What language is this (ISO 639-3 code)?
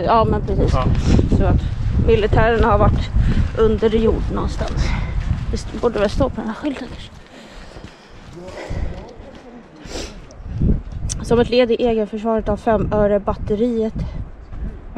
swe